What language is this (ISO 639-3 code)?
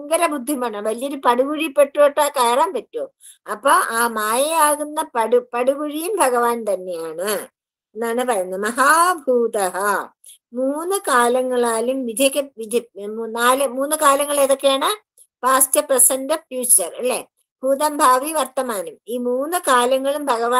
mal